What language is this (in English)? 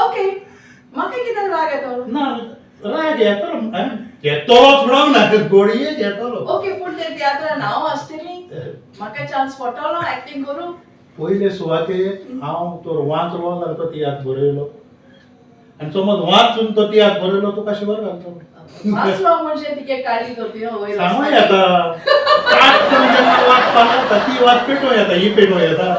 Konkani